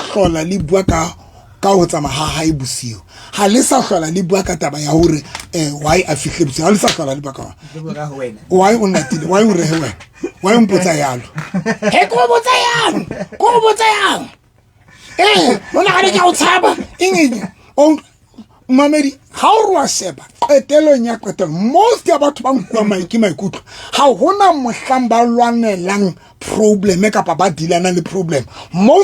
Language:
Southern Sotho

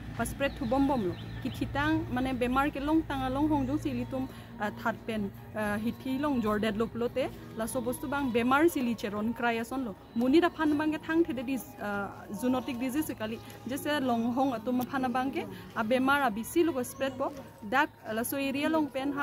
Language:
Karbi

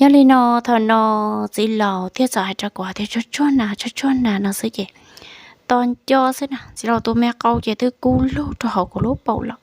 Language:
Hmong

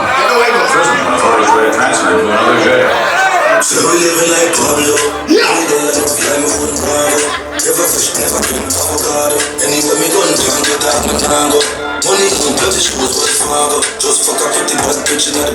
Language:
Jamaican Creole English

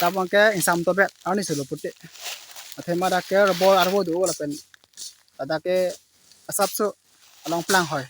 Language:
Karbi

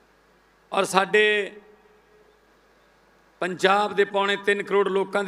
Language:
Punjabi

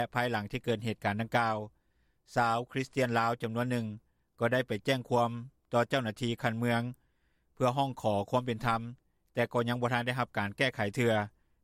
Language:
Lao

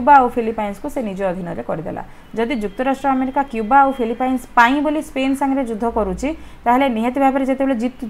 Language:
Odia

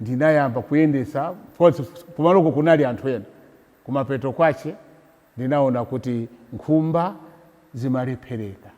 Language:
Nyanja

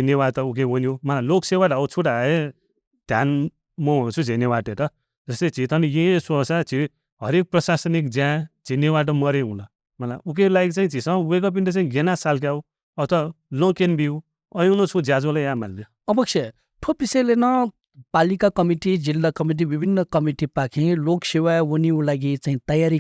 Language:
Newari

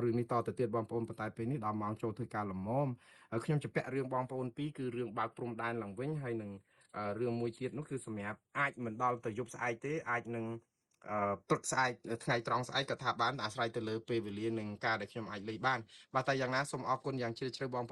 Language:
Khmer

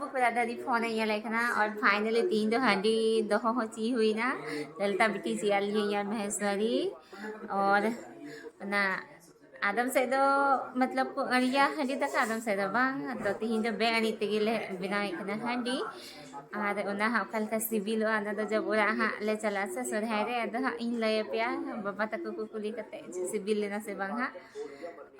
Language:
Santali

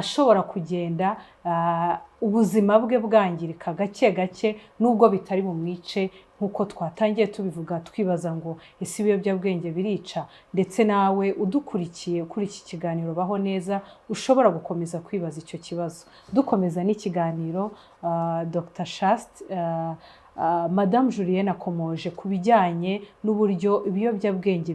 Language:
Kinyarwanda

